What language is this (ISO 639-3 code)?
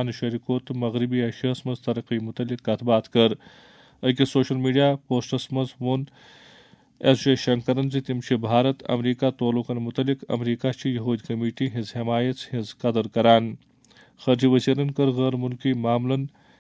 kas